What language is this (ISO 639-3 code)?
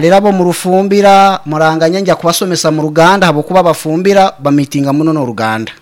nyn